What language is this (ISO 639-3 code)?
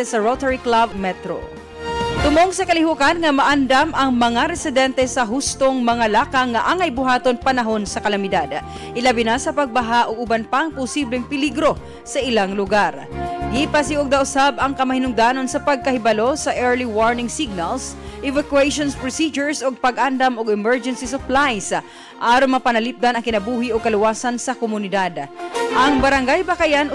ceb